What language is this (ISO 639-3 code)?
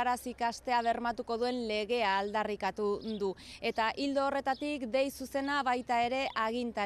eus